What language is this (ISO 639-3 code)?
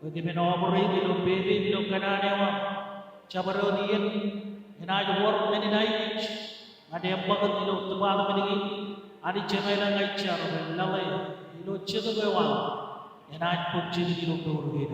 mah